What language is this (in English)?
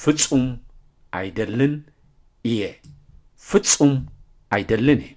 Tigrinya